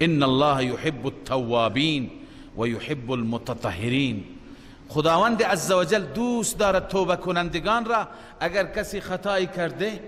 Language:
Persian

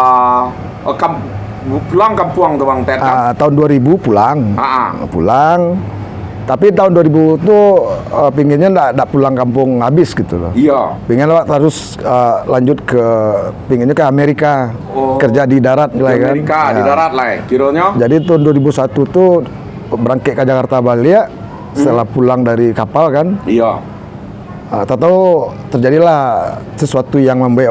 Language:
Minangkabau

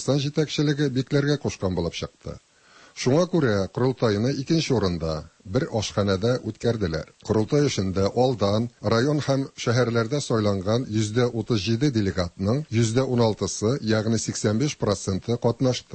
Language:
Tatar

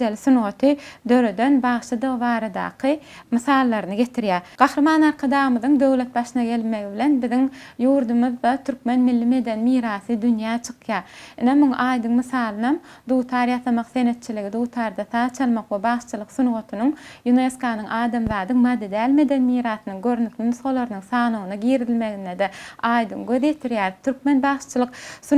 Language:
Turkmen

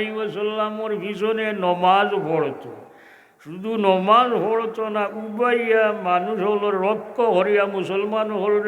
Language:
Sylheti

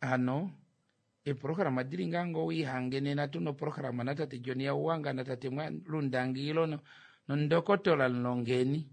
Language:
Kuanyama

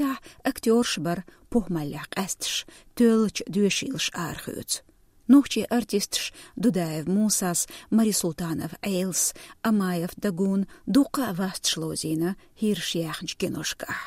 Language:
Chechen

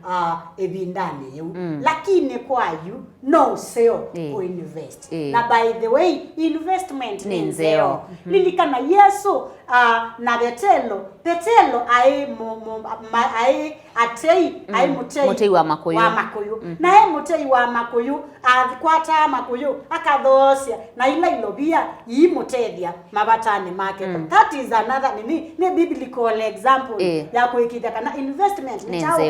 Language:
Kamba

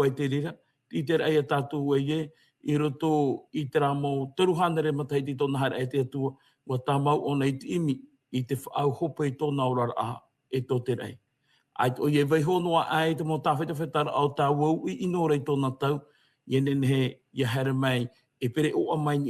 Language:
Tahitian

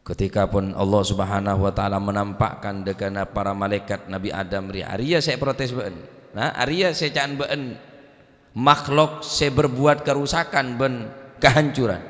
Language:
Madurese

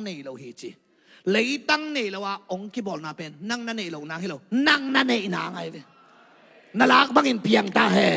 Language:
Tedim Chin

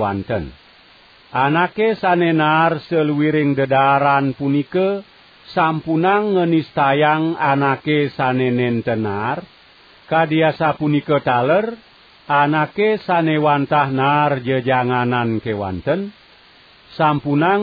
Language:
Balinese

